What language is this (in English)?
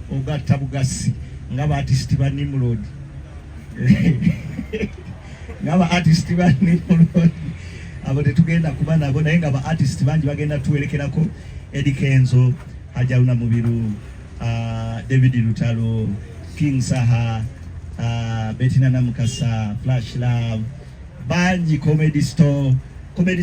Ganda